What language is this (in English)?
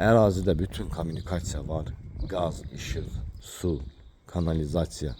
Azerbaijani